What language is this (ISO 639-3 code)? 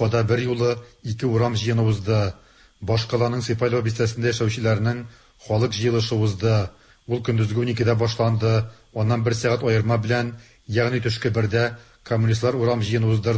tat